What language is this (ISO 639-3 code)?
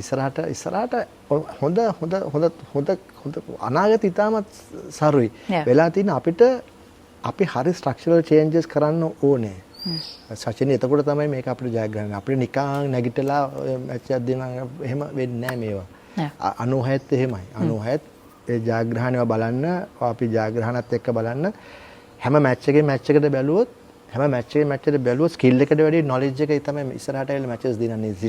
sin